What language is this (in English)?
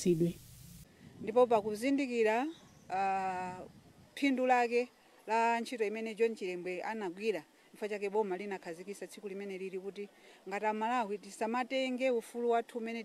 Nyanja